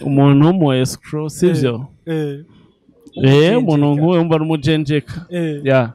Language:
Rundi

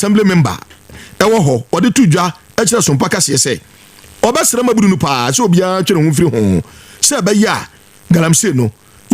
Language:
Akan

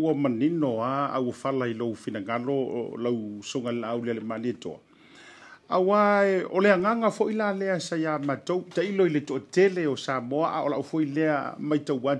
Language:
Samoan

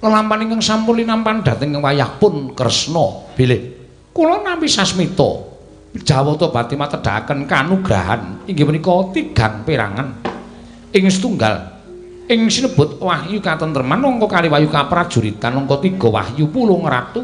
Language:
Javanese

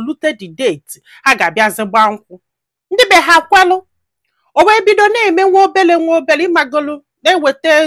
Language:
Igbo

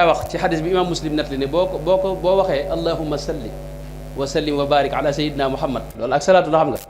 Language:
Wolof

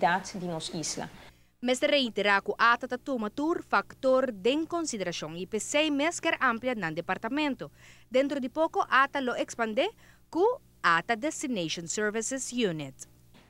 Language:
Papiamento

